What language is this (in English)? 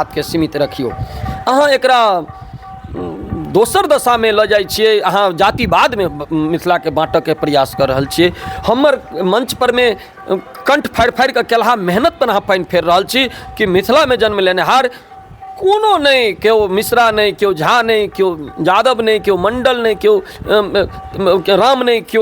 Maithili